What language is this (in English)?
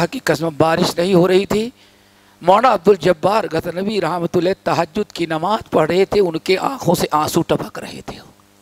Urdu